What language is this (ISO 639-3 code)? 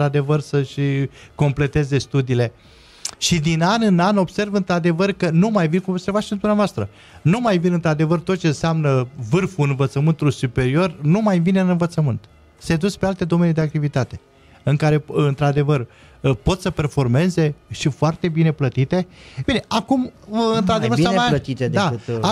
ron